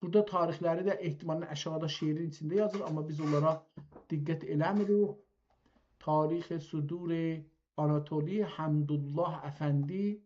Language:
South Azerbaijani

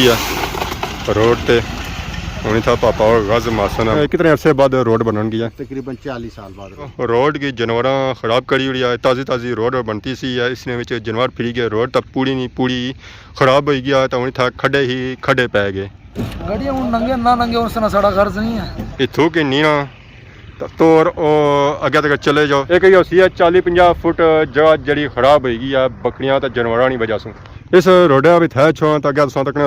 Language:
Pahari-Potwari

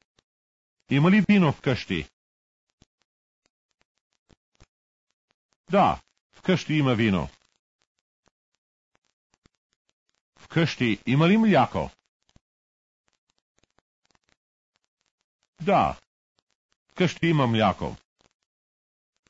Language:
Bulgarian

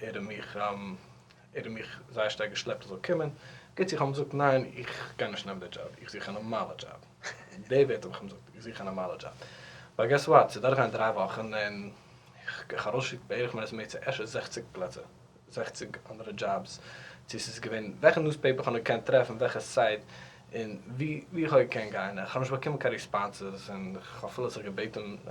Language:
Yiddish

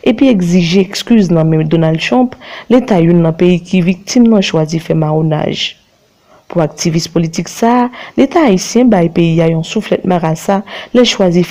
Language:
Haitian Creole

